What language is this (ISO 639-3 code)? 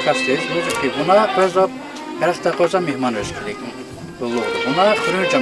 lez